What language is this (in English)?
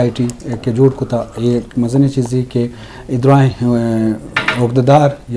Eastern Balochi